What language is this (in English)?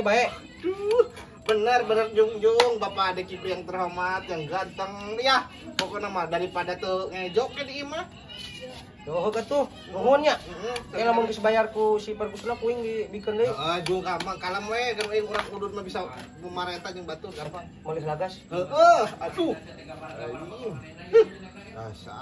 Sundanese